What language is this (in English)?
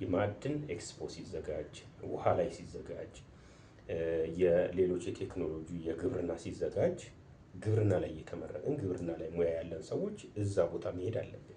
Amharic